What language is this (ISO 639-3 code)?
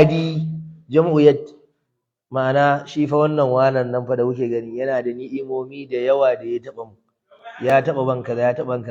hau